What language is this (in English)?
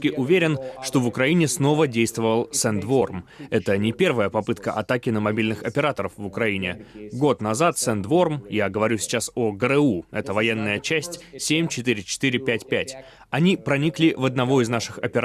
Russian